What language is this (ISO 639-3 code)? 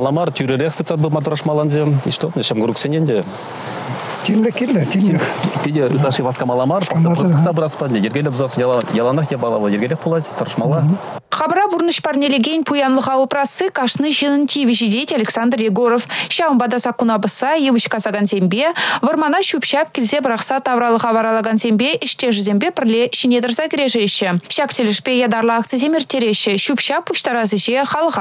chv